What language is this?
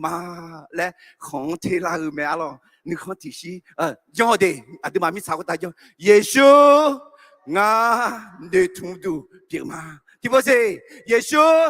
Akha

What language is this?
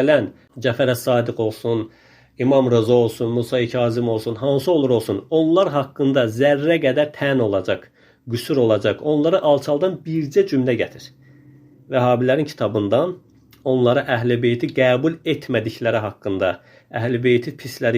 Azerbaijani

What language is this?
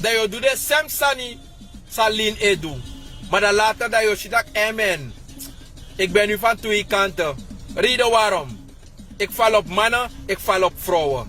Sranan Tongo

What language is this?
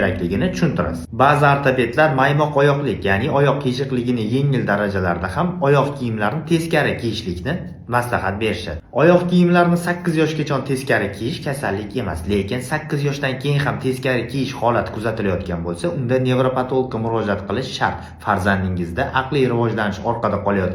Uzbek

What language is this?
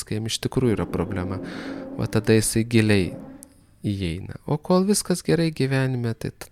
Lithuanian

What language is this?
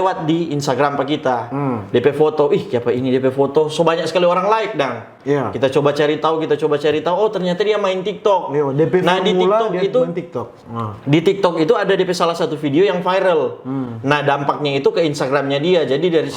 Manado Malay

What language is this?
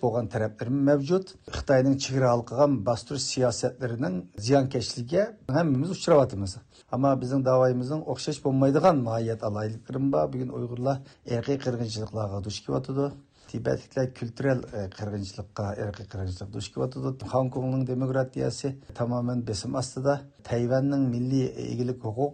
Uyghur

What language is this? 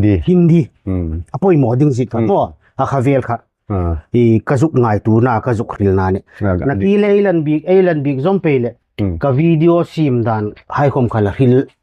Hmar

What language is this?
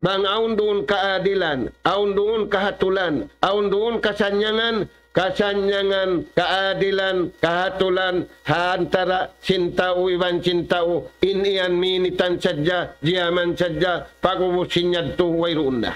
Tausug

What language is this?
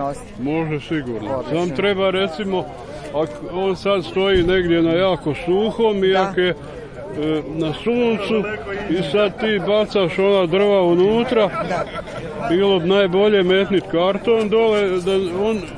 Serbian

